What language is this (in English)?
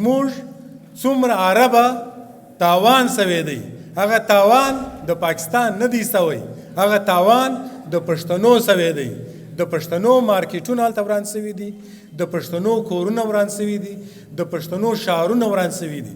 Pashto